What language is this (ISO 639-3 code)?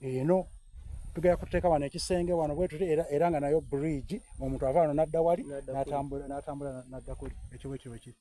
xog